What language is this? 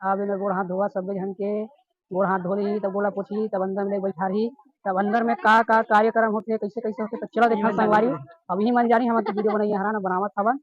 Chhattisgarhi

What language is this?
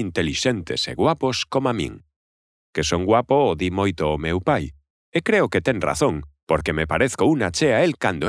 Galician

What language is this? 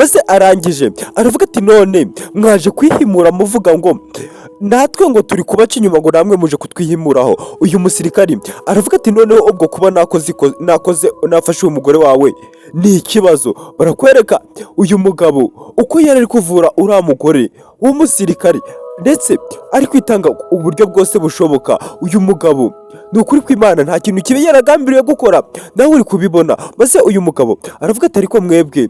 Kinyarwanda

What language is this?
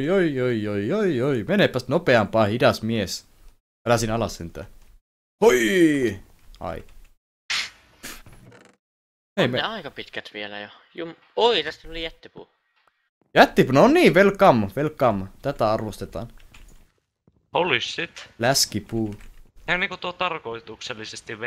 Finnish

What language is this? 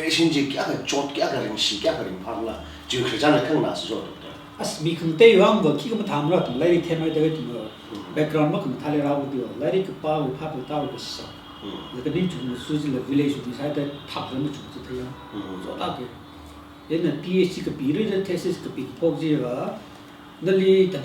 Tangkhul Naga (India)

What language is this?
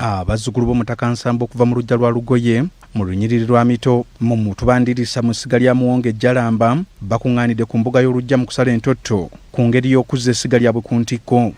Ganda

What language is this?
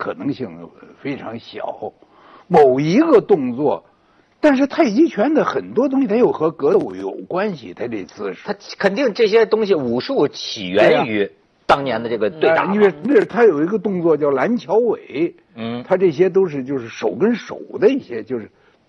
Chinese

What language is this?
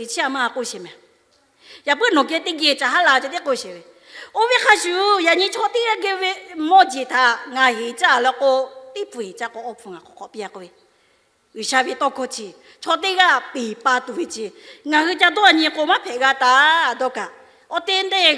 Lahu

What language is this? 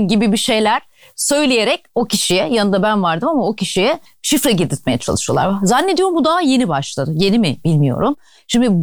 Turkish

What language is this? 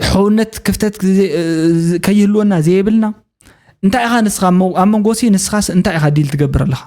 Tigrinya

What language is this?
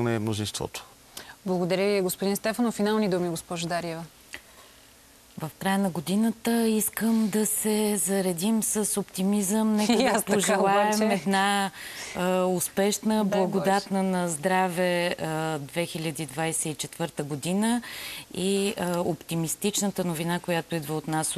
Bulgarian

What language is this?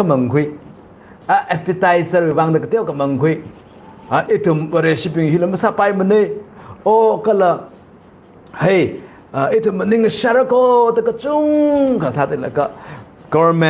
Tangkhul Naga (India)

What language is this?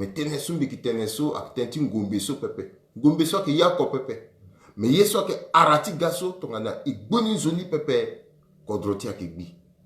Sango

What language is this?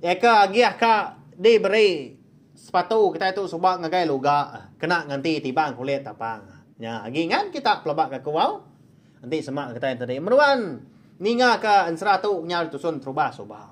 Iban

